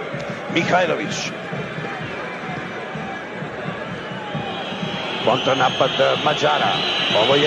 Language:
Serbian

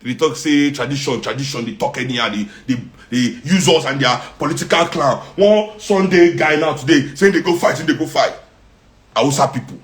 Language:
Nigerian Pidgin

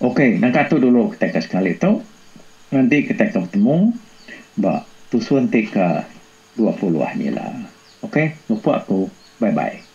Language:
Iban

